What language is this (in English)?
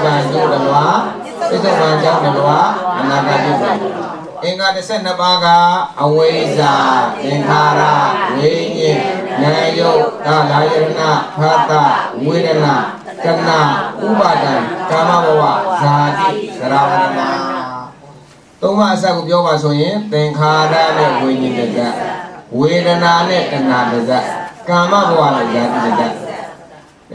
Burmese